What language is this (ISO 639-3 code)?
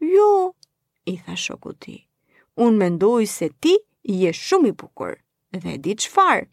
sqi